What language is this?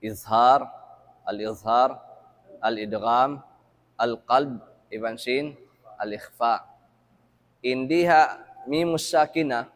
Tausug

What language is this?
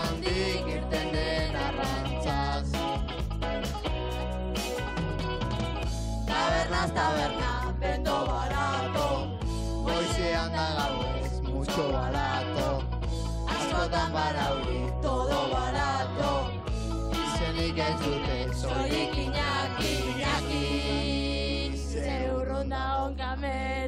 Basque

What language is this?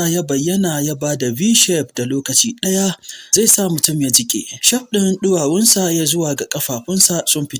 Hausa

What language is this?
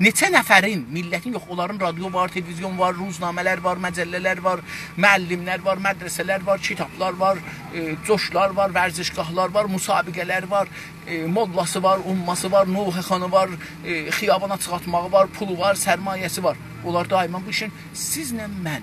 South Azerbaijani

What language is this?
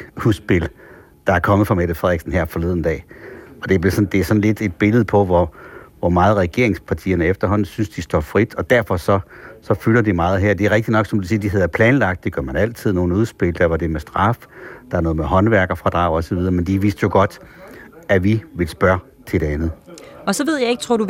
Danish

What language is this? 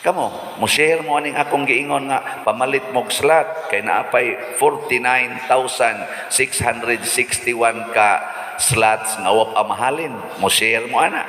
Cebuano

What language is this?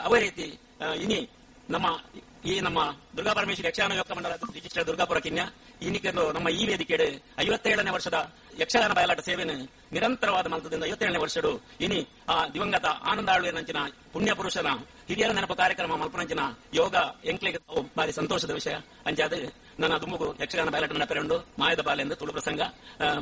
Tulu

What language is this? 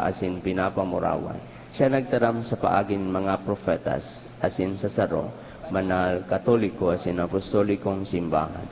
Bikol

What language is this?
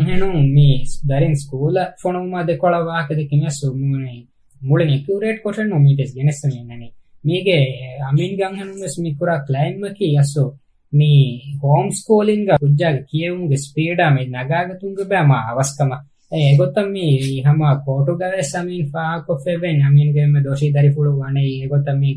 Divehi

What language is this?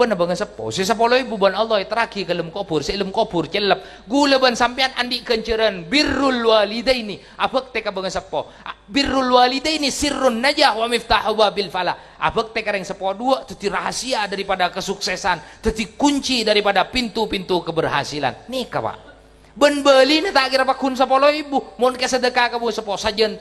Madurese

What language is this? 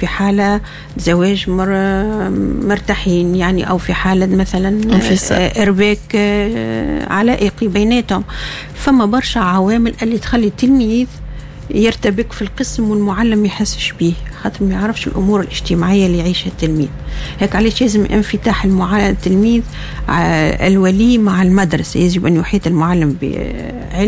Tunisian Arabic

